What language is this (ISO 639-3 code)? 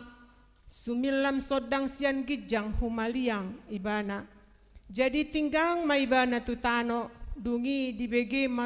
bbc